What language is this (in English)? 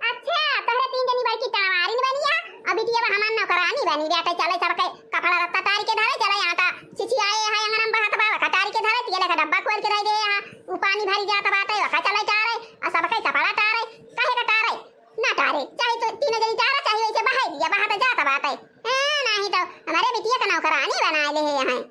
Awadhi